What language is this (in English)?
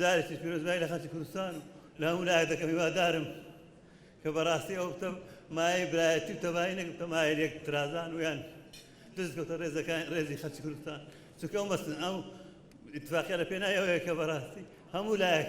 Central Kurdish